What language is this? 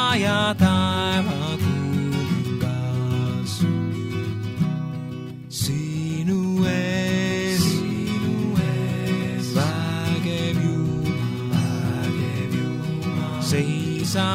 Estonian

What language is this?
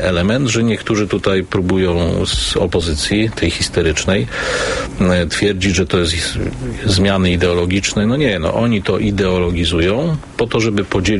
Polish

